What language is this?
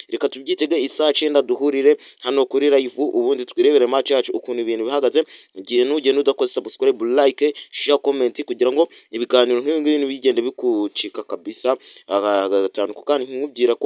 Kinyarwanda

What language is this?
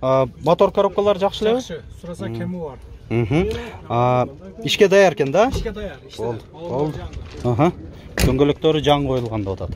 Kyrgyz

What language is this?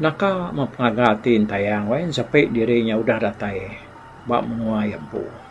Iban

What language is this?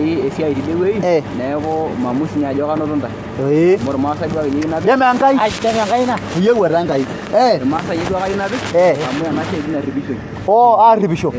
Masai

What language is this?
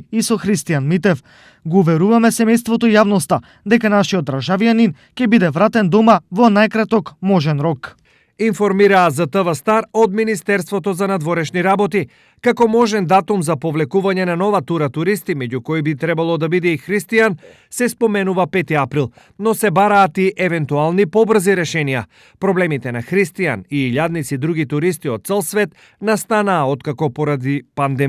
Macedonian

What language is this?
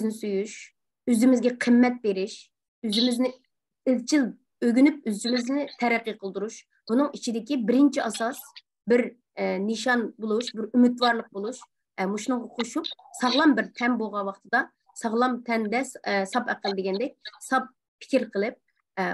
Uyghur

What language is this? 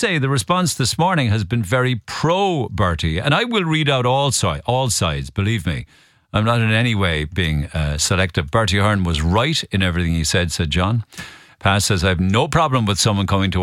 English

